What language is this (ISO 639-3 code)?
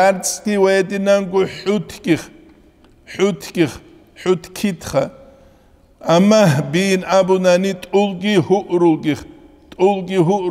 ava